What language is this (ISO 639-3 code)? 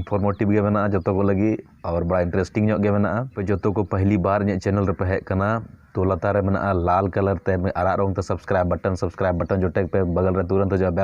sat